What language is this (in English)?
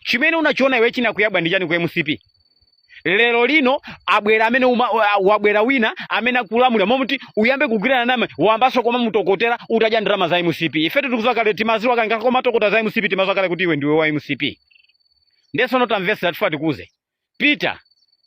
Nyanja